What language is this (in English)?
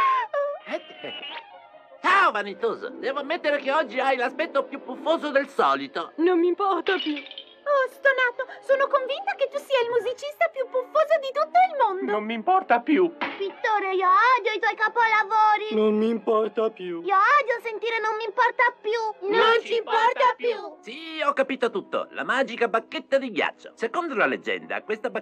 Italian